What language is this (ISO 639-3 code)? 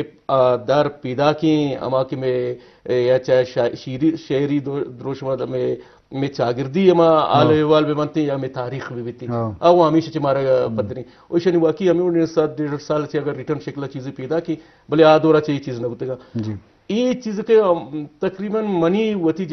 bgp